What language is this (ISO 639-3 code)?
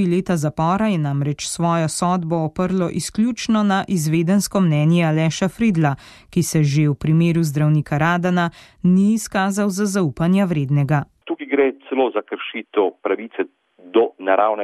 slv